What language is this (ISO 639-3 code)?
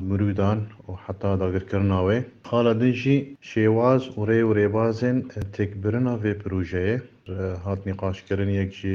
kur